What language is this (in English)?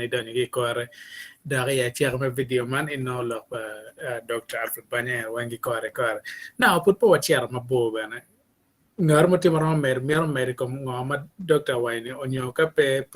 Acoli